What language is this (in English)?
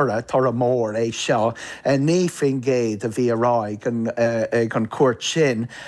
Irish